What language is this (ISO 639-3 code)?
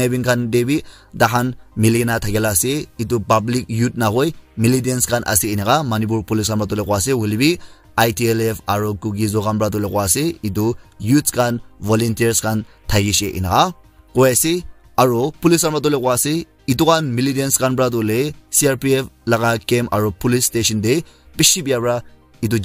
nag